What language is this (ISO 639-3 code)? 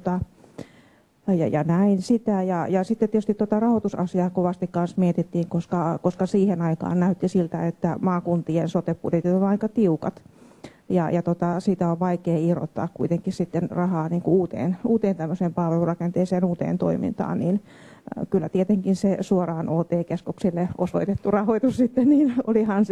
fin